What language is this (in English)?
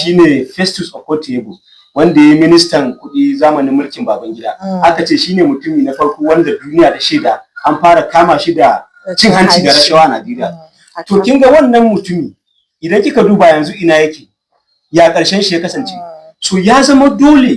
Hausa